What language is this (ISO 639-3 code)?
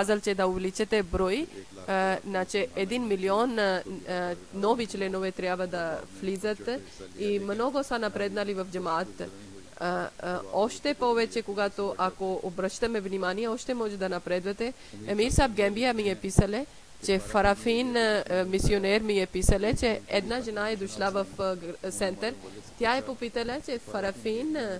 bul